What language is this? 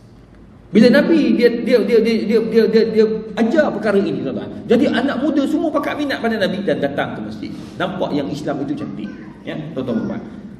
Malay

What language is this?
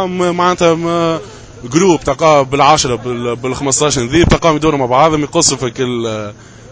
Tunisian Arabic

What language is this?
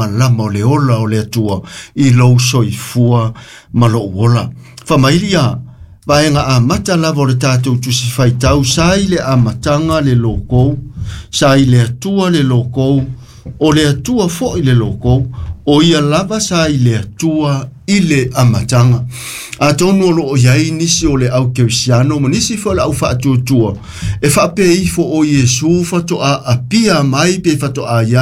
Samoan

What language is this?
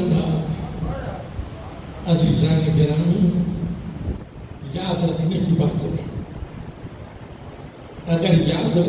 Urdu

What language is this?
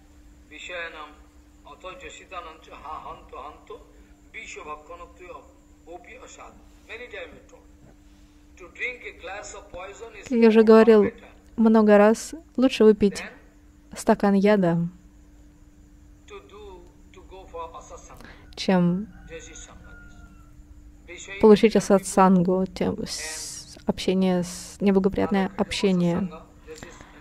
Russian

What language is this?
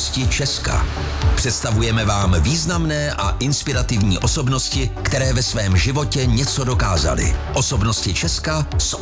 Czech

